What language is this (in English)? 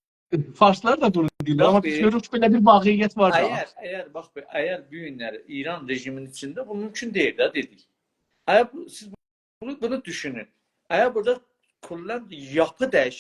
South Azerbaijani